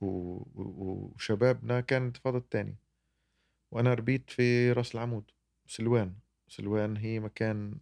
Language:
North Levantine Arabic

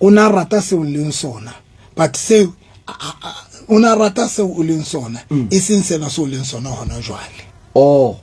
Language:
Southern Sotho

